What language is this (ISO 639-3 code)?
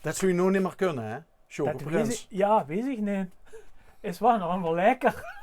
lim